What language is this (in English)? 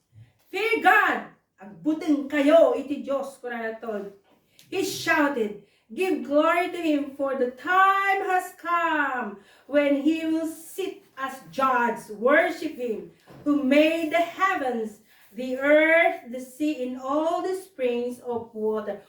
Iloko